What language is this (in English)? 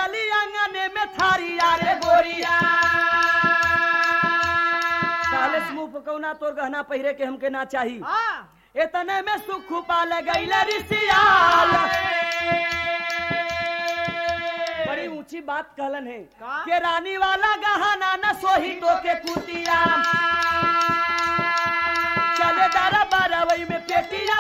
Bhojpuri